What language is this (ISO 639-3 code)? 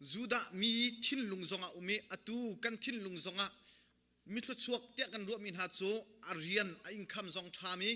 cnh